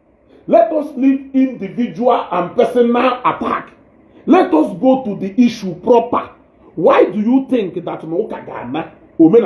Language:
Igbo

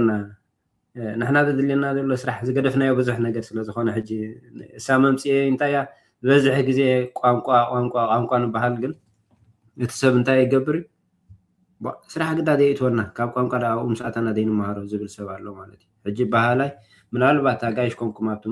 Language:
Tigrinya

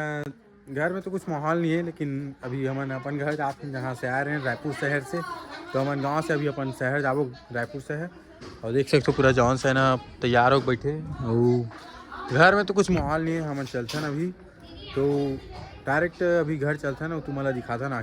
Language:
Chhattisgarhi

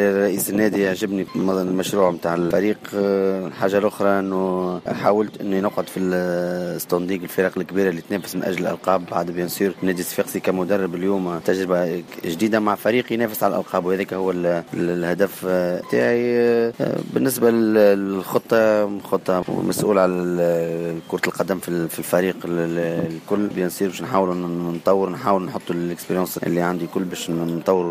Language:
Tunisian Arabic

